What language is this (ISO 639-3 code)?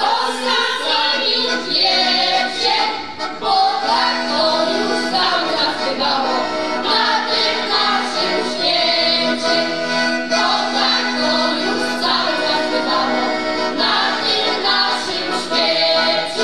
szl